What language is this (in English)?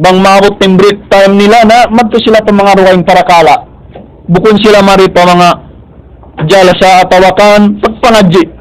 Tausug